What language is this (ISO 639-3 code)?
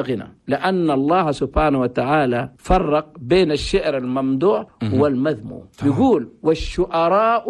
shu